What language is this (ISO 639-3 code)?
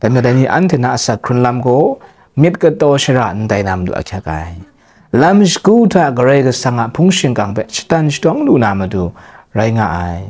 kac